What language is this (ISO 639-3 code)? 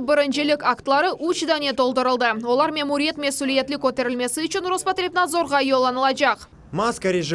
crh